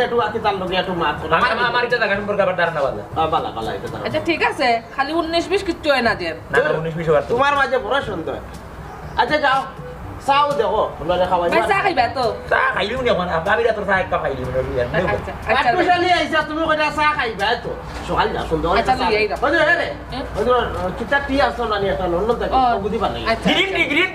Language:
Sylheti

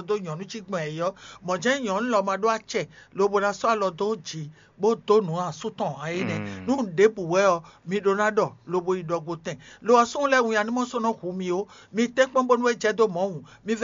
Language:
Fon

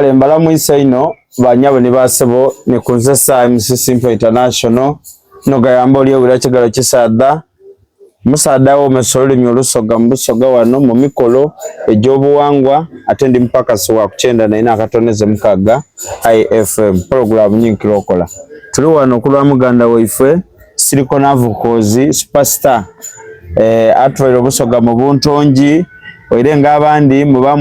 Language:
Soga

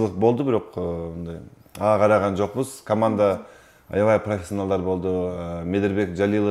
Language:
Kyrgyz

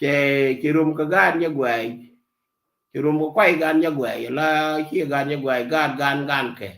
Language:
Nuer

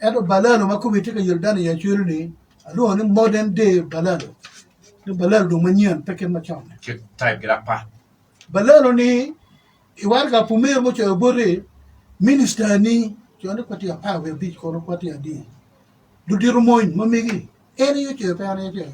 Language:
Acoli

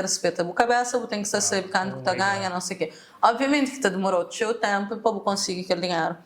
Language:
Kabuverdianu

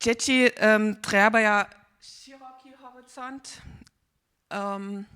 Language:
Upper Sorbian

